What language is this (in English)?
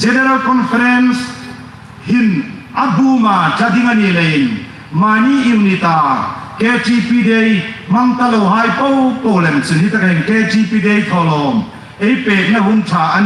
Hmar